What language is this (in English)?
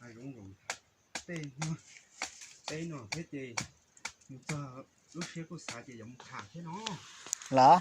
Hmong